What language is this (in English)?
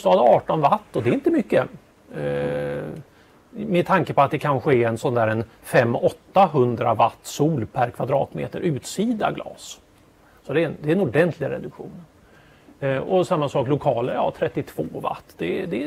Swedish